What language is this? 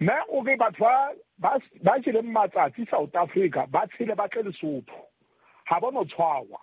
Southern Sotho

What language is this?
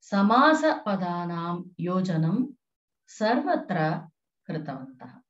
Sanskrit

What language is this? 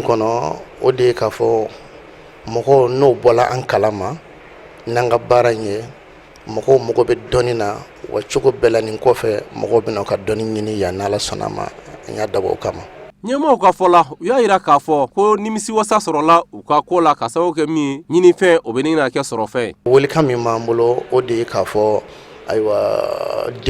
Bambara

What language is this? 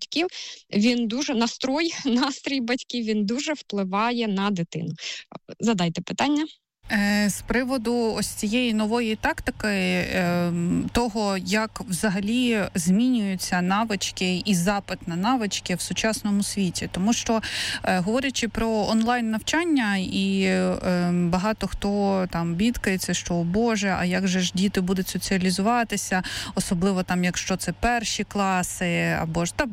Ukrainian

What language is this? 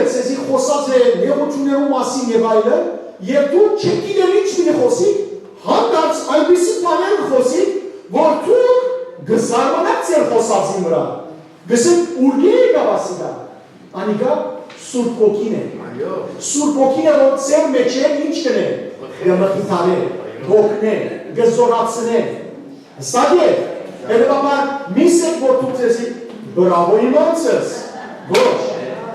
Western Armenian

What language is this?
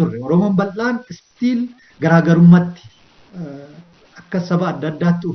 Oromo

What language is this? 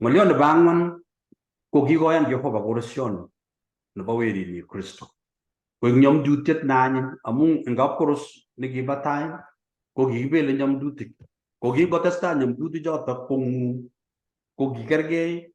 Kalenjin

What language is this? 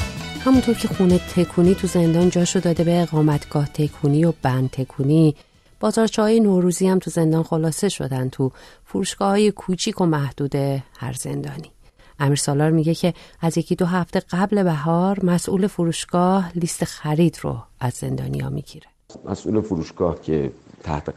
Persian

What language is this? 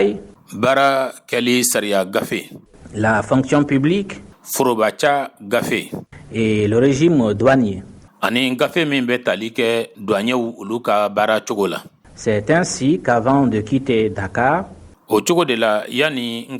Bambara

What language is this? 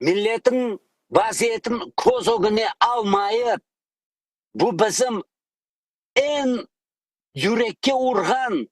Crimean Tatar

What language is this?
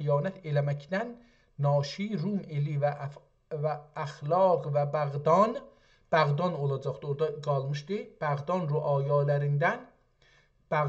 South Azerbaijani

